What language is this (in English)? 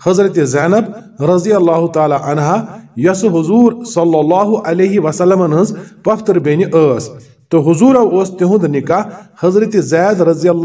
Kashmiri